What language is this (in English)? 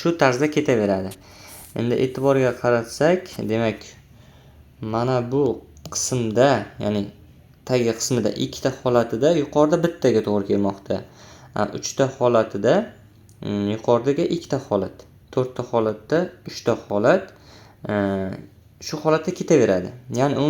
Uzbek